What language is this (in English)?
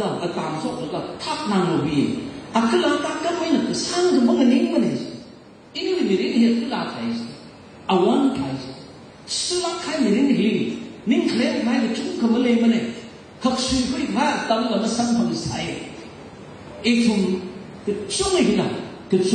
Tangkhul Naga (India)